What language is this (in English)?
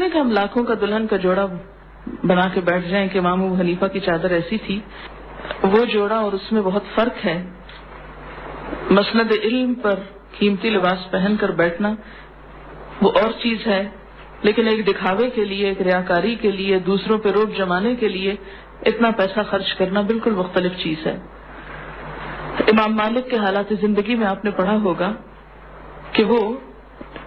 Urdu